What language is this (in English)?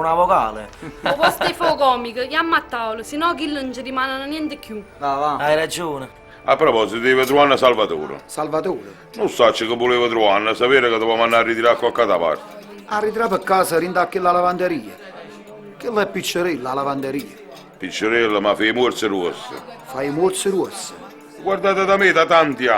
Neapolitan